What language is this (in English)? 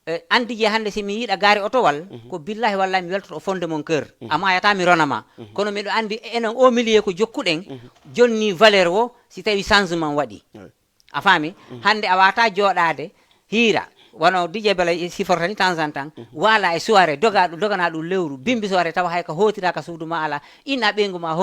Fula